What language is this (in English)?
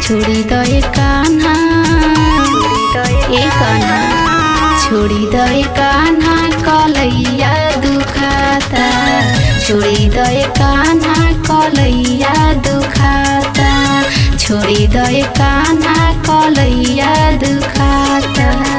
Bhojpuri